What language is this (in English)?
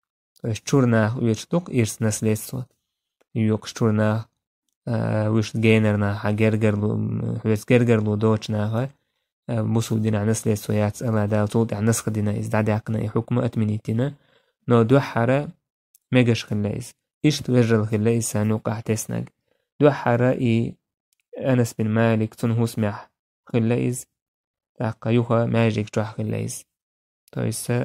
Chechen